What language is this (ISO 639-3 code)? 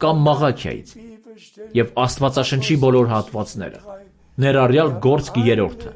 hye